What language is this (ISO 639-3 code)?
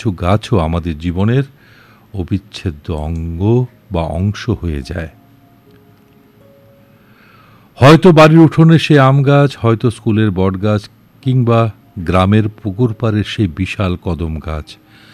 ben